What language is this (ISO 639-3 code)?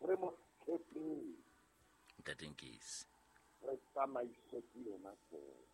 sot